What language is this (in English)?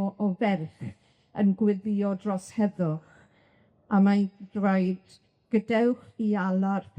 Welsh